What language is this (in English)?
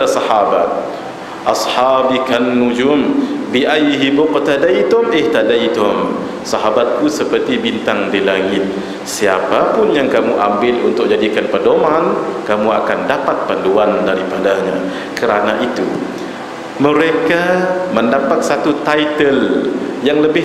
Malay